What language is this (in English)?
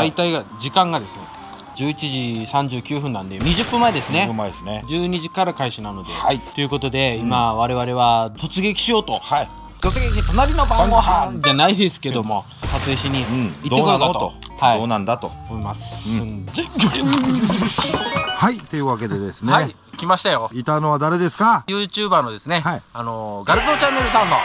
Japanese